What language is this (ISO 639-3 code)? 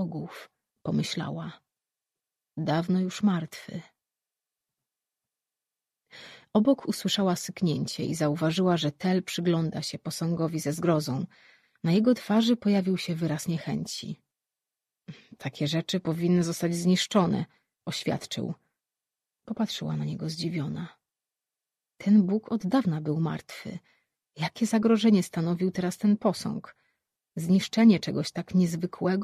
pol